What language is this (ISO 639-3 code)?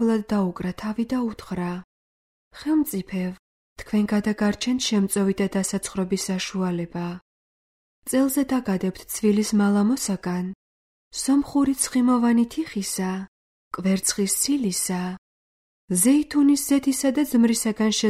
kat